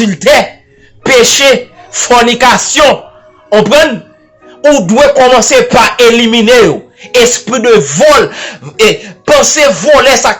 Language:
Haitian Creole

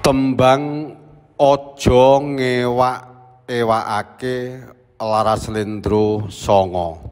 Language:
Javanese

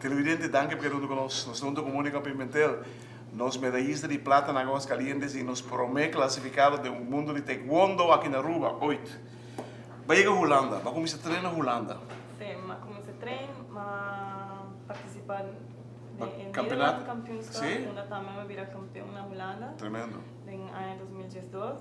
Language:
Papiamento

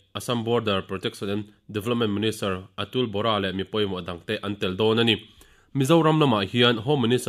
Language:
Mizo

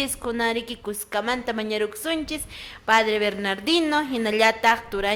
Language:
Quechua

